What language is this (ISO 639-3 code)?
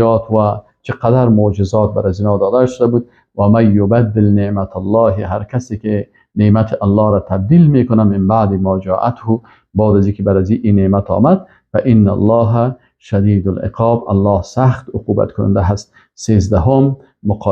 fas